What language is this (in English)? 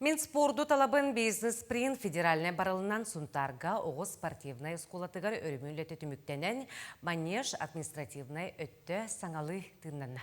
Yakut